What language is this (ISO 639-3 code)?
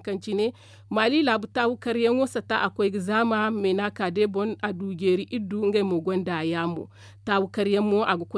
dje